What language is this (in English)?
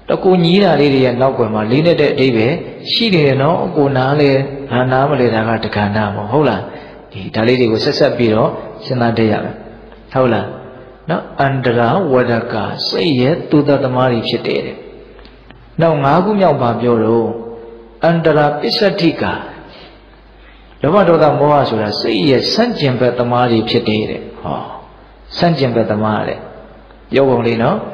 Burmese